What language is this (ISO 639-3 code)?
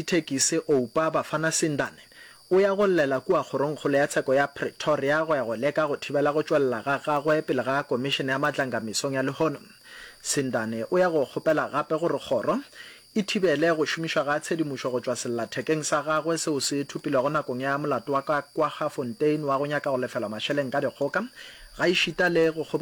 nso